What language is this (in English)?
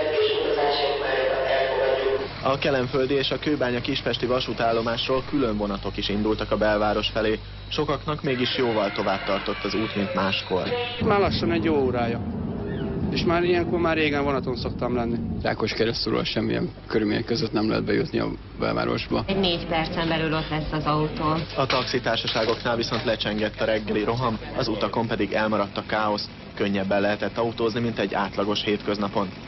Hungarian